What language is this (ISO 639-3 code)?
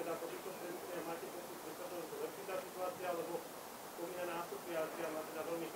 slk